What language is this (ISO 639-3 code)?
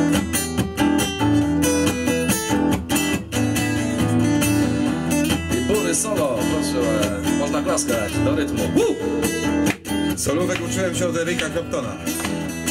pol